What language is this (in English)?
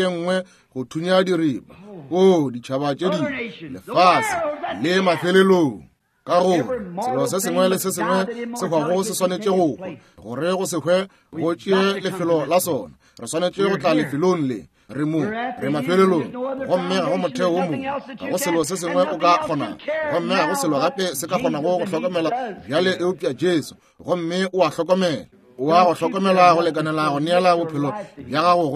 Northern Sotho